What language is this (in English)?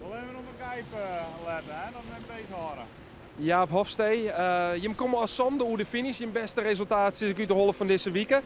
Western Frisian